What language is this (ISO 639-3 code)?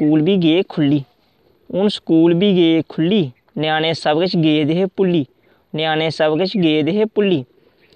doi